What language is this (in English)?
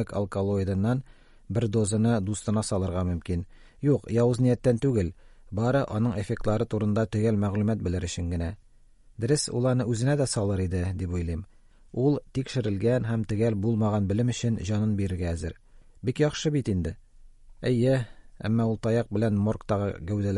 Tatar